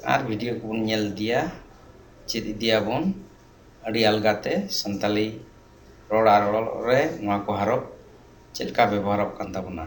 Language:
Santali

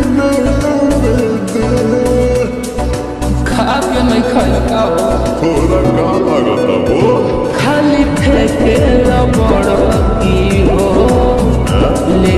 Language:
Bhojpuri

